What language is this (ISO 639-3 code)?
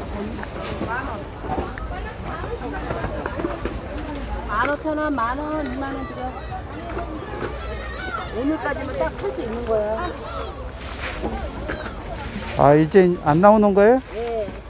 kor